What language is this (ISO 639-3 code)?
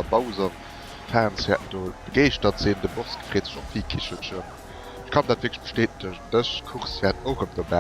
ltz